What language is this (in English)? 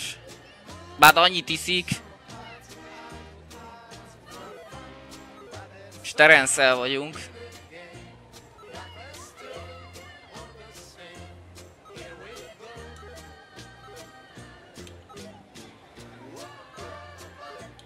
Hungarian